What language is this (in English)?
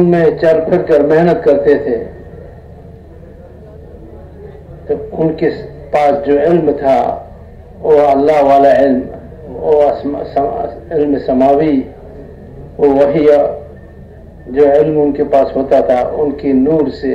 Urdu